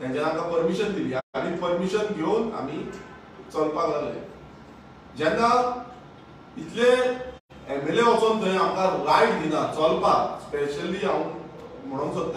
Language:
Konkani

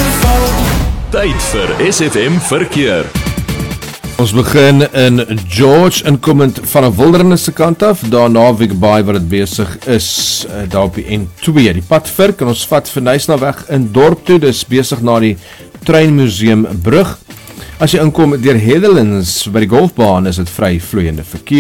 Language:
Afrikaans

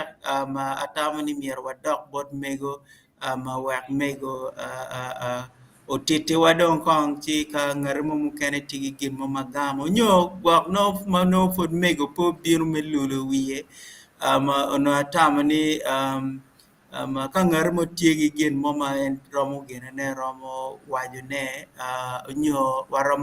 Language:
Acoli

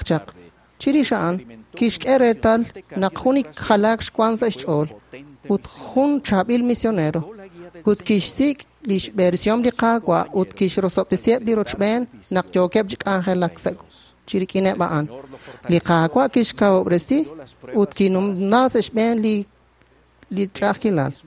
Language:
Kekchí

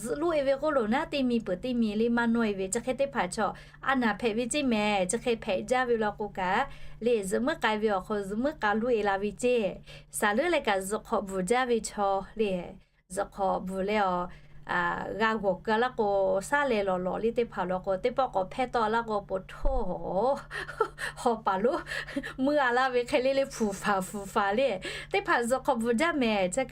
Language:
Lahu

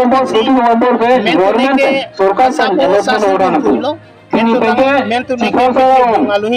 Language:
Karbi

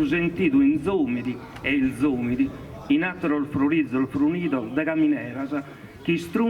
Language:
Sardinian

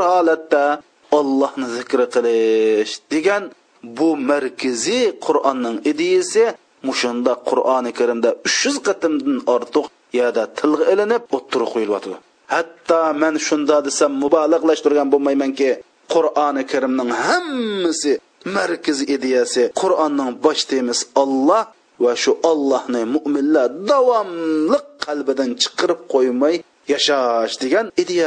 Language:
Uyghur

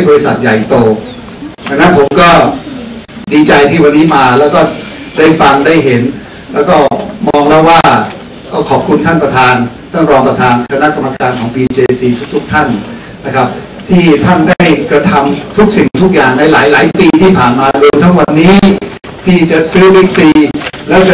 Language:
Thai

